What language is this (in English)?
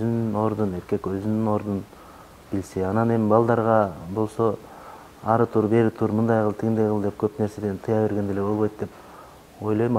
Kyrgyz